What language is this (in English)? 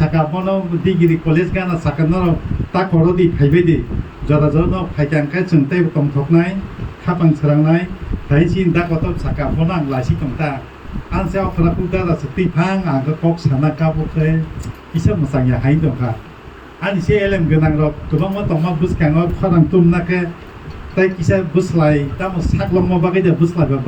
Kok Borok